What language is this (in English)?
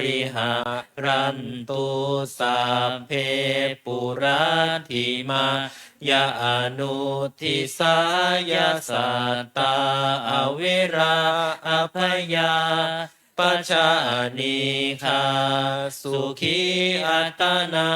Pali